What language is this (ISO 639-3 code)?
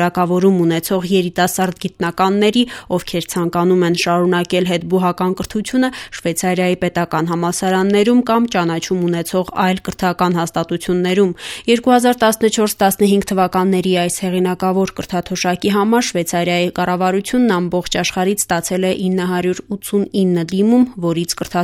hye